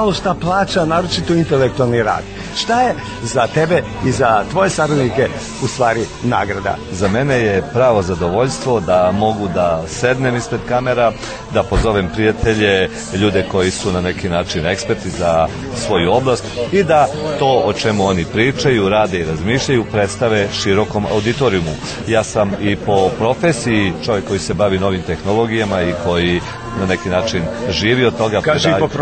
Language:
Serbian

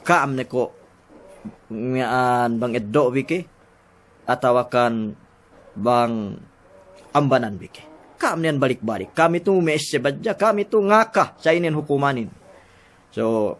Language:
Yakan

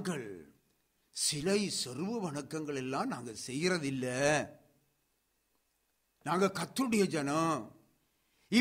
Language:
Tamil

